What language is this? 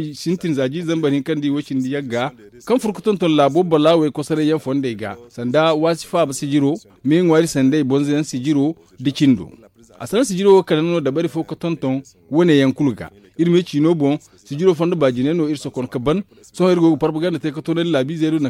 Zarma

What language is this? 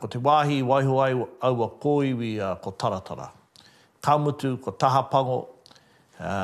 Māori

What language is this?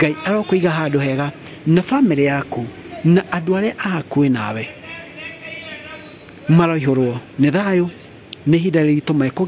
Kikuyu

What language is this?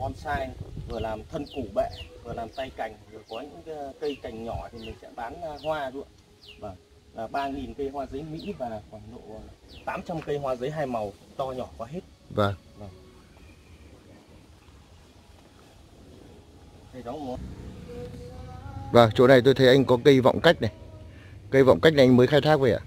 Vietnamese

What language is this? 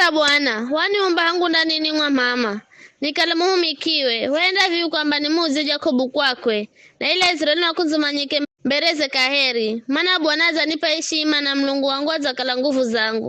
Giryama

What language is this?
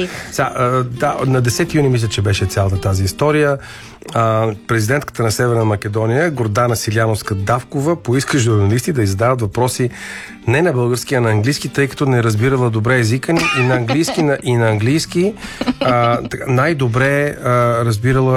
Bulgarian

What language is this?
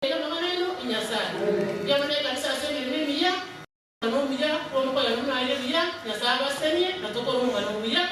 Gusii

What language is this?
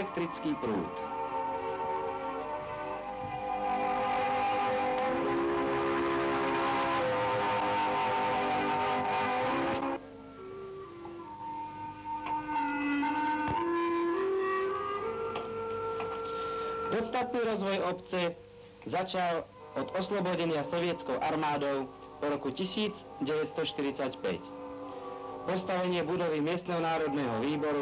Slovak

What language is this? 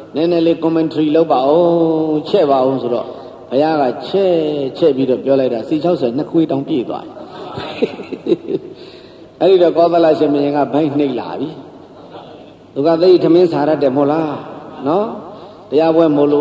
Burmese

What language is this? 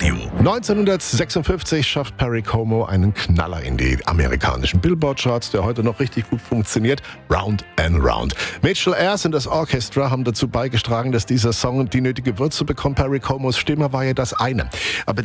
German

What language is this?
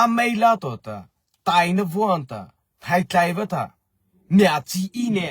Mara Chin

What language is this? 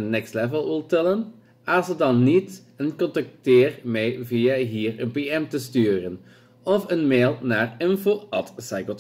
Dutch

